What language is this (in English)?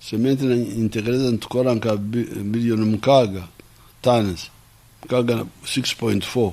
Nyankole